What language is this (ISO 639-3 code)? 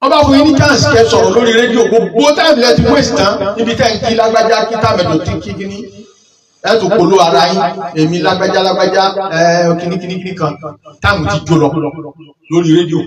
yor